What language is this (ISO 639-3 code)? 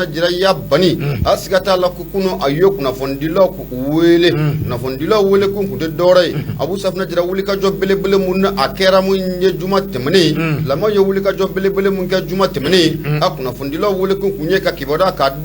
bam